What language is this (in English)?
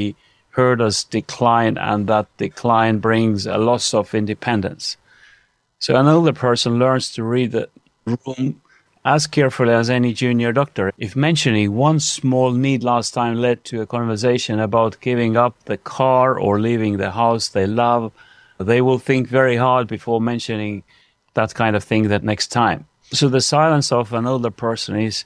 English